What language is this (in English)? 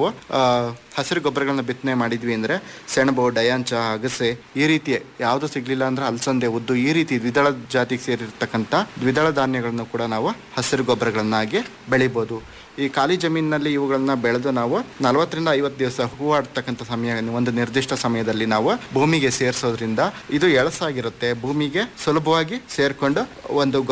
Kannada